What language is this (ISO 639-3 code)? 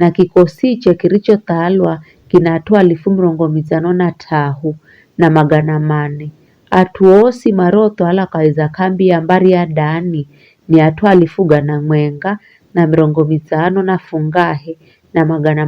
nyf